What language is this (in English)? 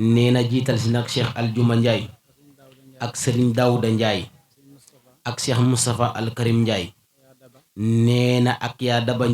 Wolof